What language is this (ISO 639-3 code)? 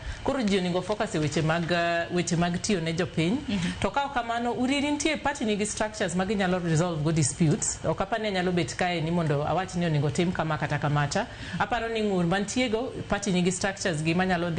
luo